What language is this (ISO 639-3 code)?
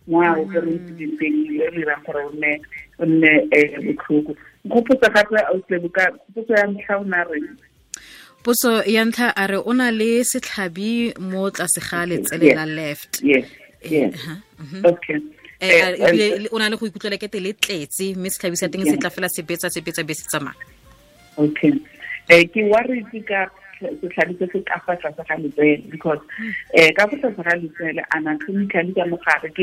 tsn